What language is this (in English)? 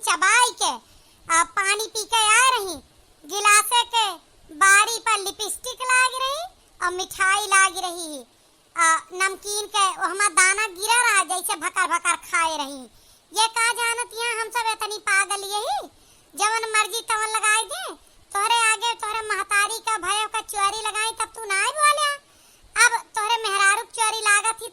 Awadhi